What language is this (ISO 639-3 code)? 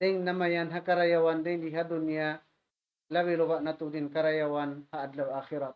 tsg